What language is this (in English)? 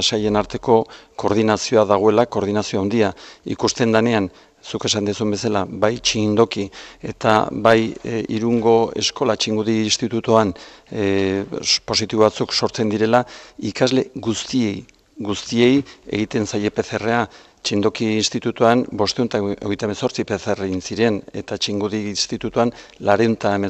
Basque